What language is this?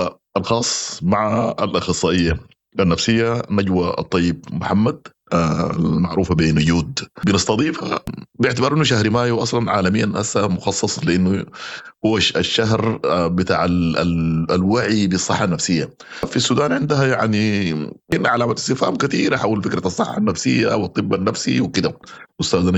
Sudanese Arabic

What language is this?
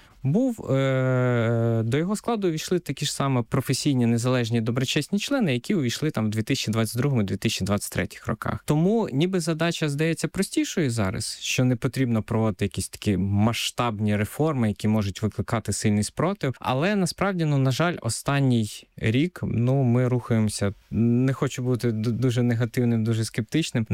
Ukrainian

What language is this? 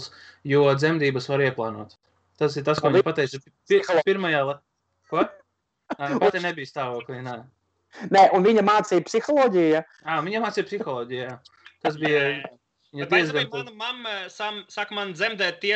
Latvian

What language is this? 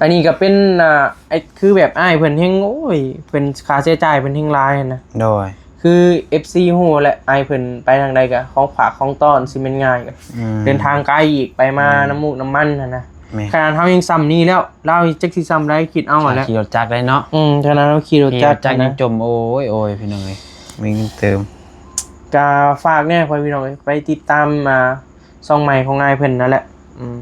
Northeastern Thai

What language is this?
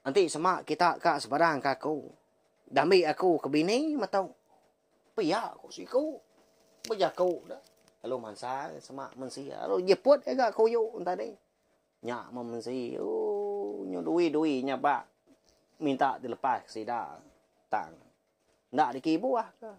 Iban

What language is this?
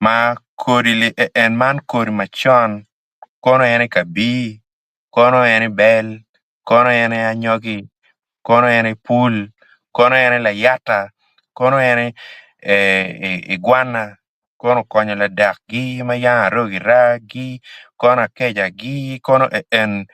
Acoli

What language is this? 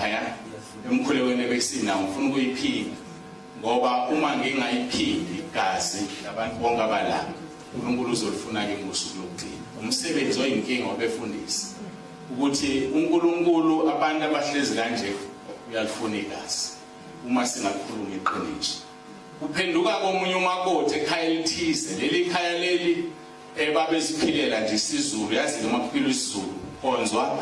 Zulu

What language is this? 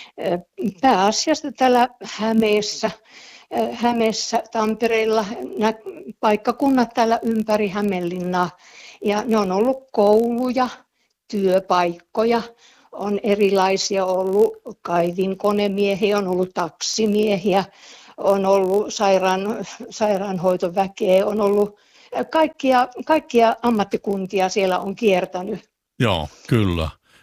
Finnish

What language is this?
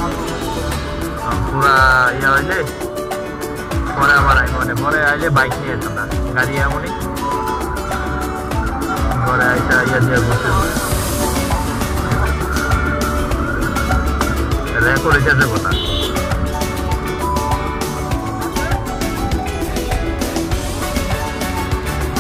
Bangla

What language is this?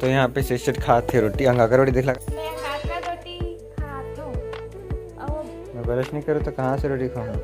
Chhattisgarhi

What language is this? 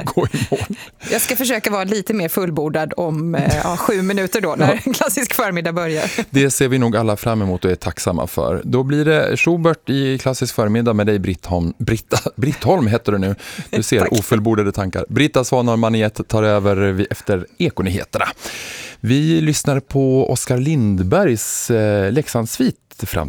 Swedish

